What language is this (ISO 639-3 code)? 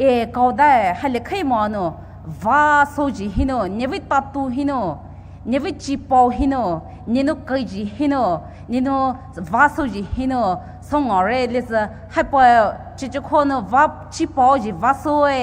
pmx